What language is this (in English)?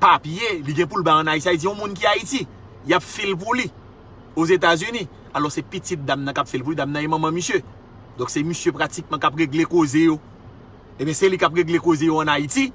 Haitian Creole